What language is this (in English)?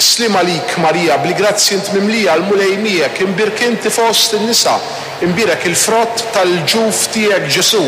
Maltese